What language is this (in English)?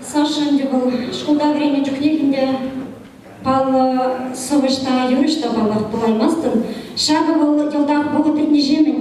Chuvash